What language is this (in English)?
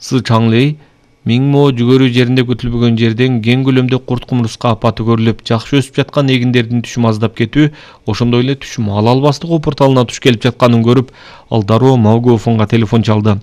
Kyrgyz